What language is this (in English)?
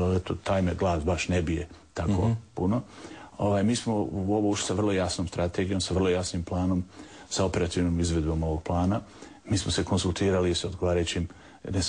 Bosnian